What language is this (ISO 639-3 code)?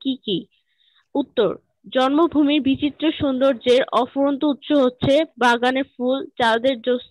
ben